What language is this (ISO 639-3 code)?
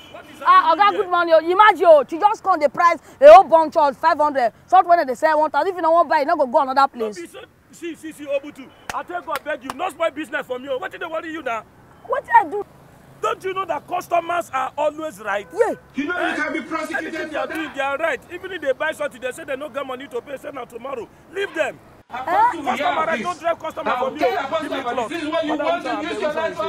pcm